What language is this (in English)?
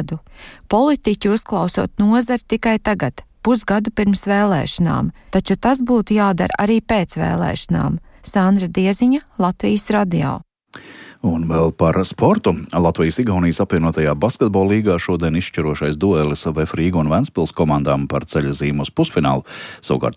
Latvian